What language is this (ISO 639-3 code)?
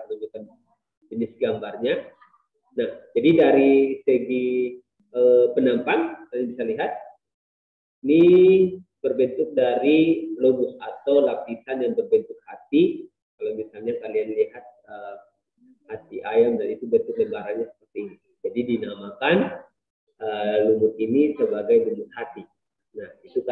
ind